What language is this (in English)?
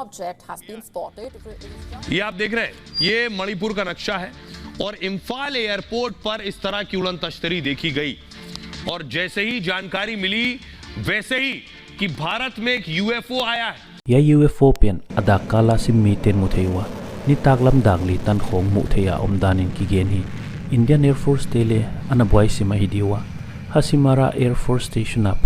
Paite Chin